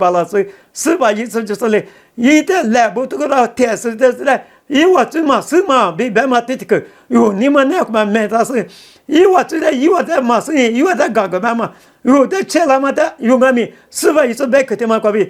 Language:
Lisu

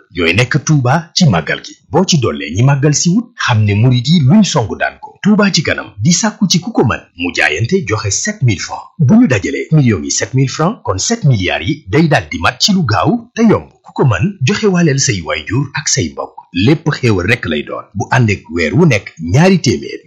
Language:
Wolof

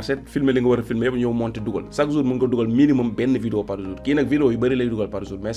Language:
Wolof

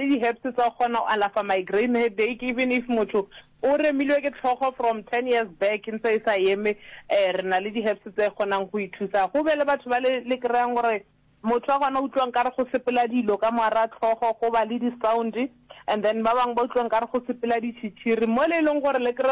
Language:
Northern Sotho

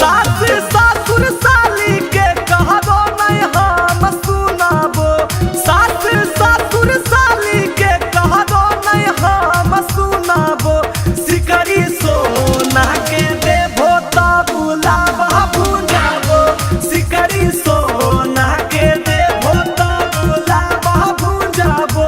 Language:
Magahi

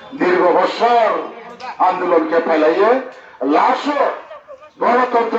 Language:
Riang (India)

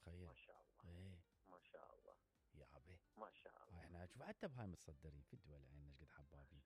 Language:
Mesopotamian Arabic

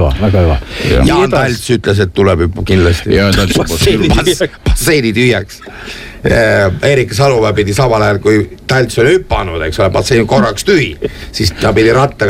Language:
Estonian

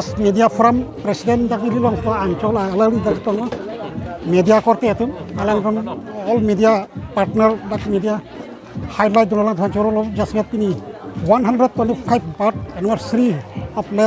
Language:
Karbi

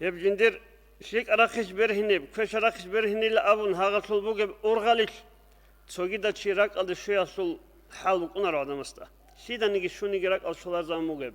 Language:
Avaric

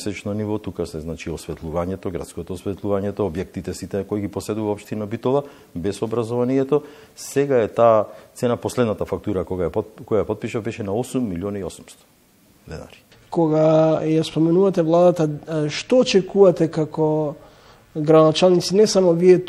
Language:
Macedonian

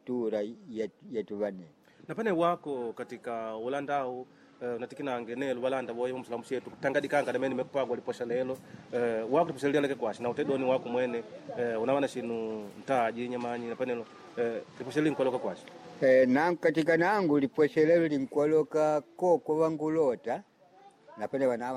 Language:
Makonde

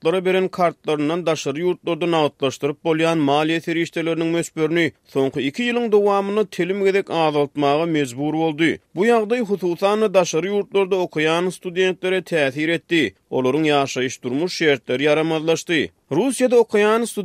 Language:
Turkmen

